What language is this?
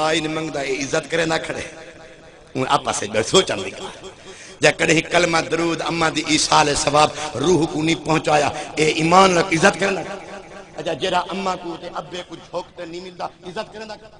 Saraiki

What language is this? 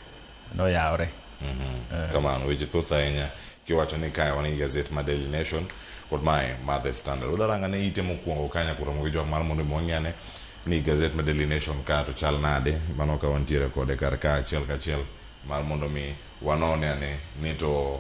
Luo (Kenya and Tanzania)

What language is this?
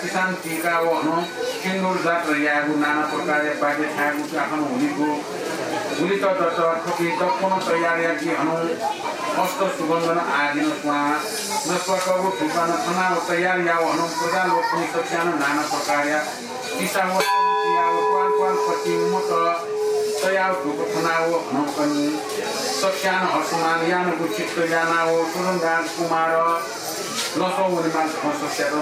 Newari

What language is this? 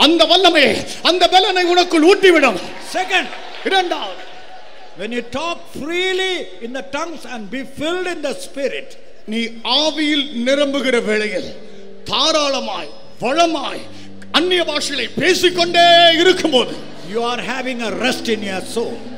Tamil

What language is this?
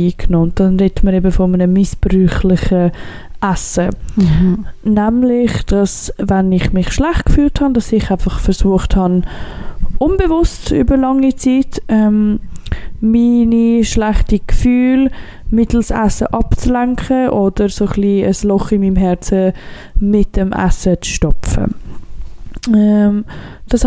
German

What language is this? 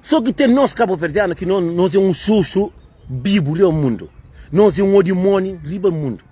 Kabuverdianu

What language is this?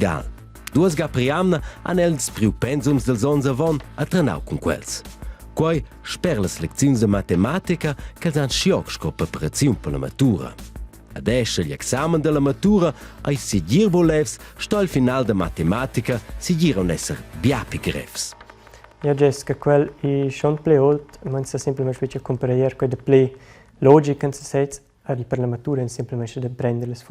Romansh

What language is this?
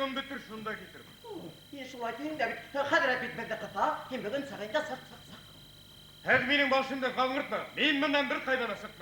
Bashkir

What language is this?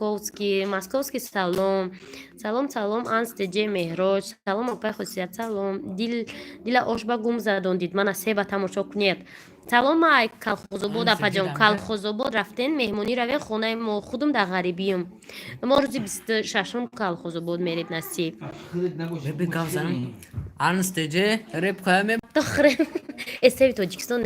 Tajik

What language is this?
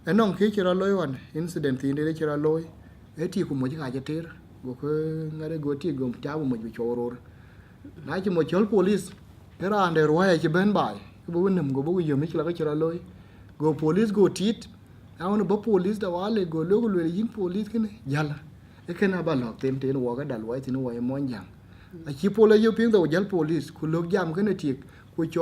Dinka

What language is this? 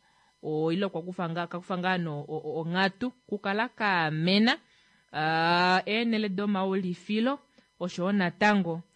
Kuanyama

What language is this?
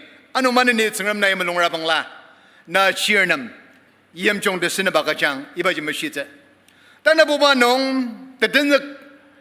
Ao Naga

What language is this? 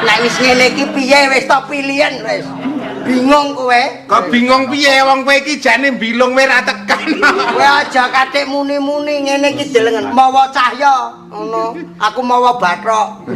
Javanese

